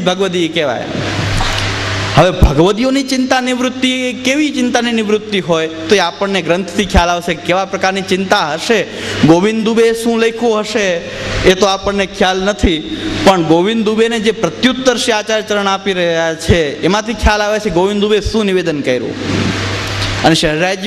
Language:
Gujarati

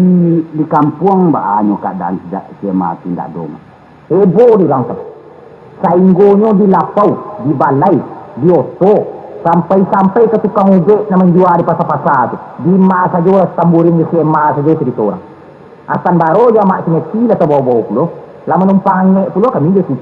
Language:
Minangkabau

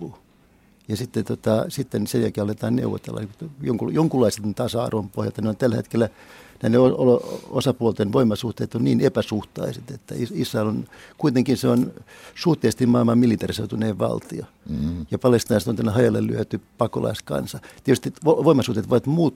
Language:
Finnish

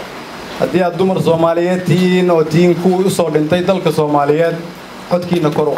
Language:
Somali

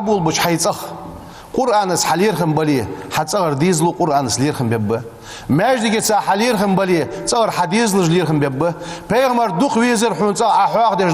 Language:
Ingush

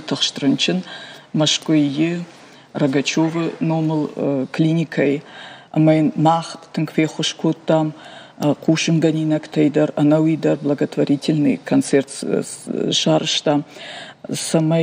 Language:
Ossetic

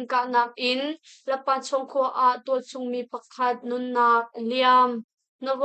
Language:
Hakha Chin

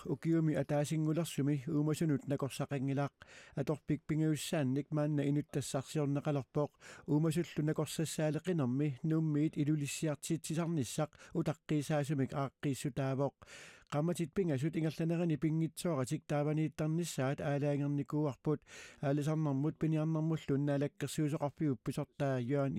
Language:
Kalaallisut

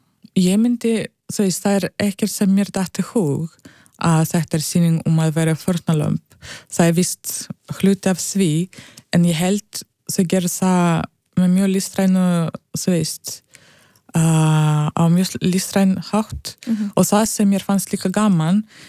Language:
Icelandic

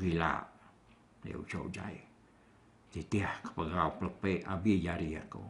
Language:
Iban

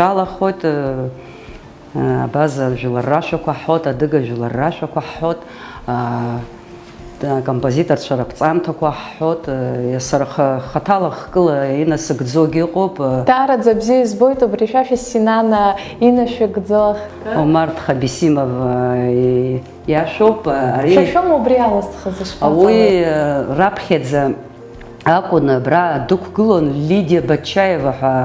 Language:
Abkhazian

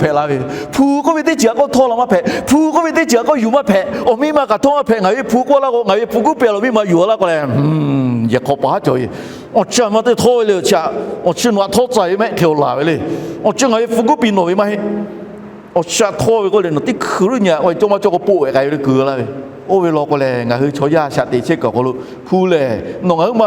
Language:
Lahu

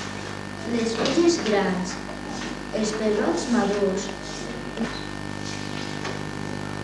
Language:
Catalan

